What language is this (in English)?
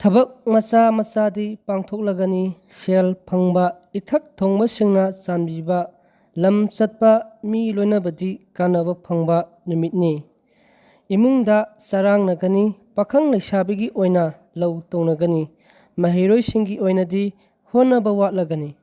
Manipuri